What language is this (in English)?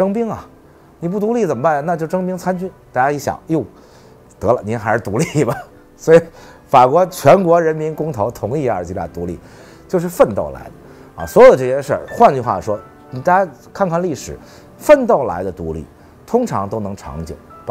Chinese